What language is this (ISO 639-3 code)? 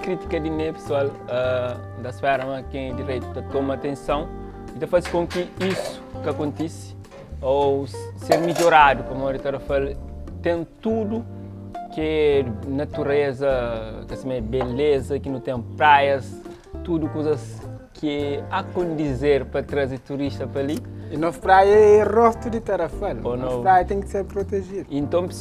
kea